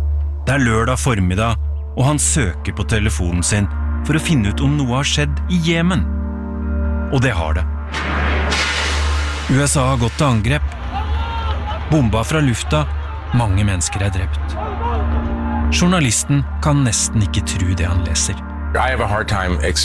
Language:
Norwegian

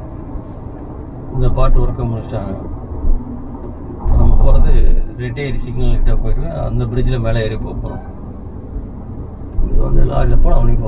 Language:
Tamil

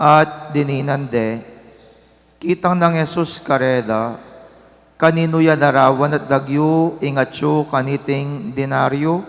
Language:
Pampanga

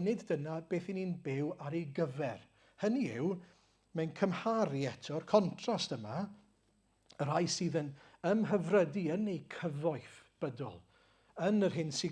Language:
Welsh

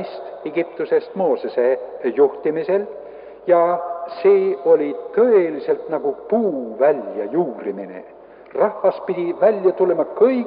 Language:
Estonian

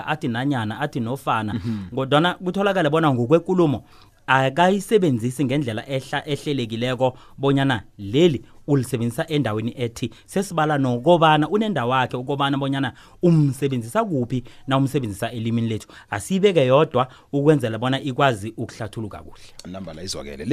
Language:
South Ndebele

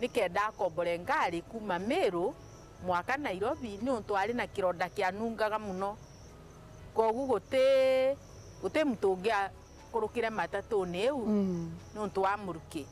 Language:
Meru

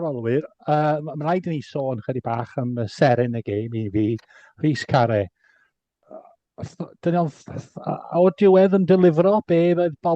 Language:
Welsh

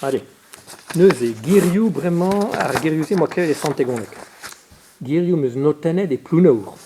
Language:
Breton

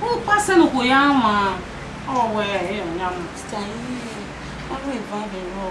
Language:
Bini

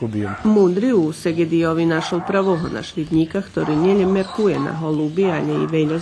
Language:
Rusyn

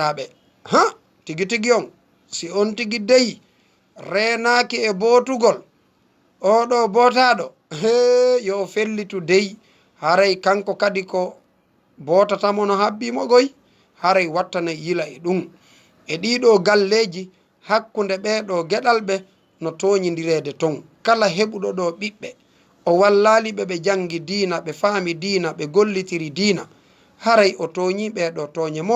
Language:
Fula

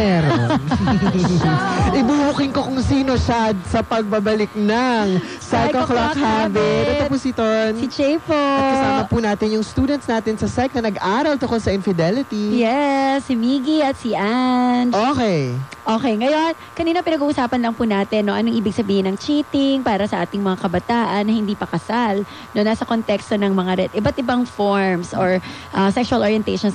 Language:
Filipino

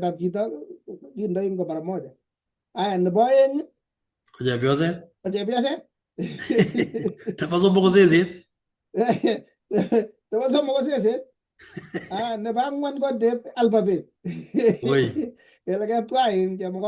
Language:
Kalenjin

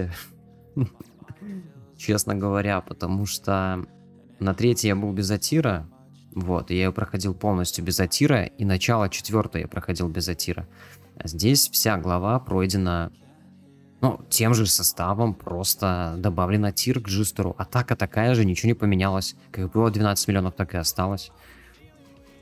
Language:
Russian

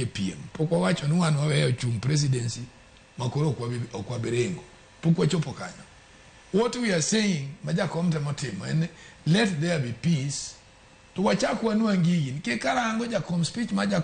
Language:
Luo (Kenya and Tanzania)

